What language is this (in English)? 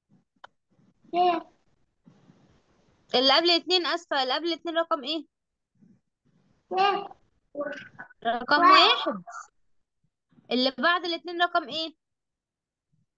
Egyptian Arabic